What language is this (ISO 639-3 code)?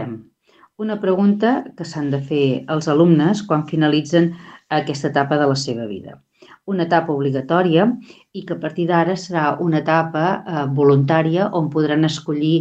cat